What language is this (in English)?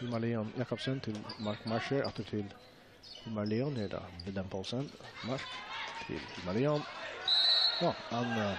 Faroese